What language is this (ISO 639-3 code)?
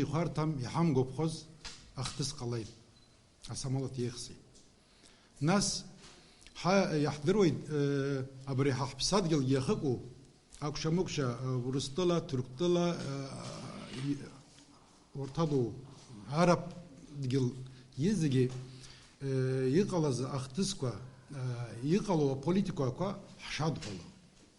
abk